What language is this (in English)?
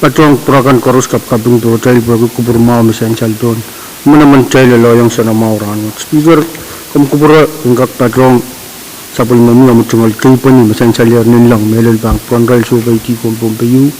Pohnpeian